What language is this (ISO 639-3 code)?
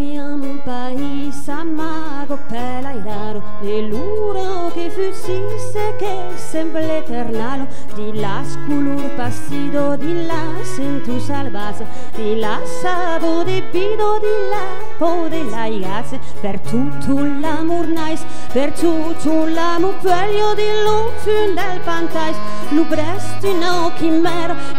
oci